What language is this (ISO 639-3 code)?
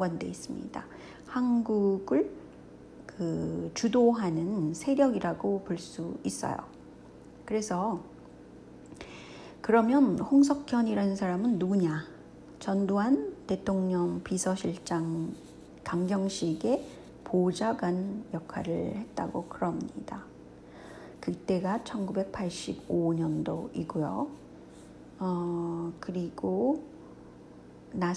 kor